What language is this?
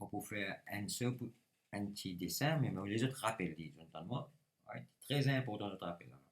Morisyen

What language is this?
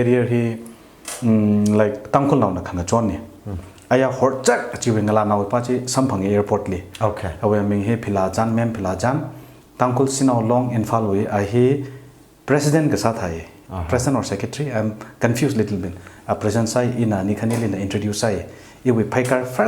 Tangkhul Naga (India)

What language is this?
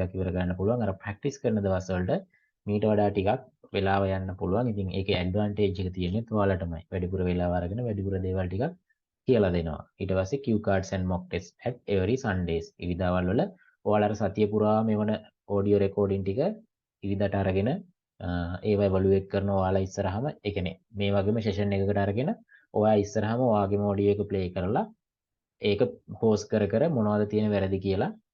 Sinhala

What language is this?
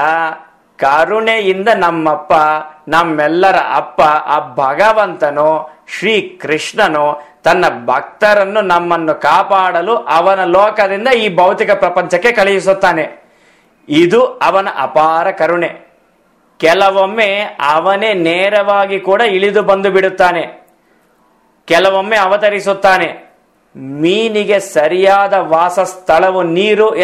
Kannada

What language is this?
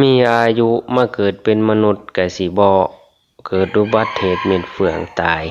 Northeastern Thai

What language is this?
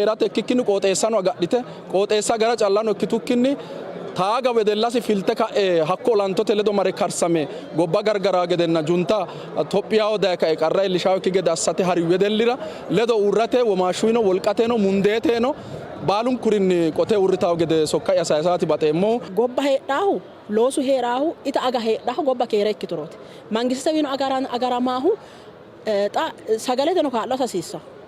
Sidamo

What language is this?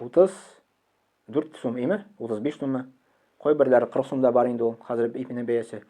Tatar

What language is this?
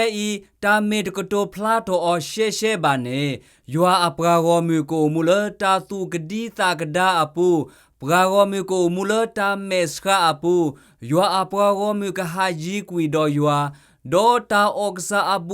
S'gaw Karen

